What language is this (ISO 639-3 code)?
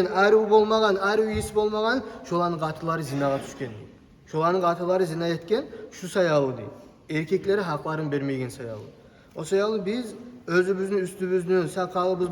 kum